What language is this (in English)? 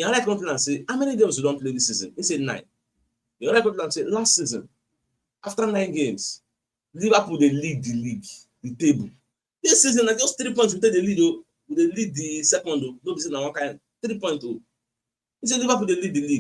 Nigerian Pidgin